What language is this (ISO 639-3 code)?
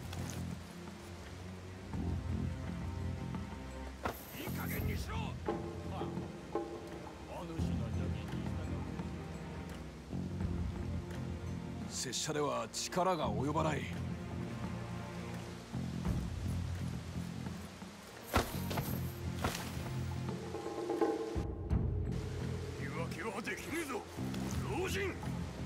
jpn